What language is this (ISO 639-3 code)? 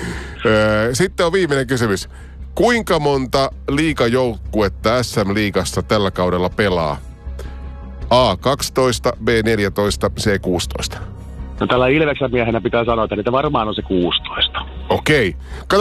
fin